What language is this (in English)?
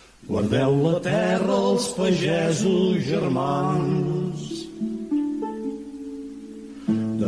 Catalan